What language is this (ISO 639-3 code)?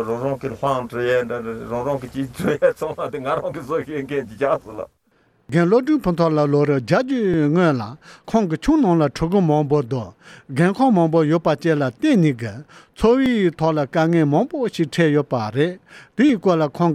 bod